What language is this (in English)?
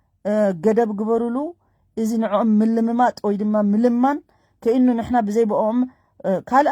Tigrinya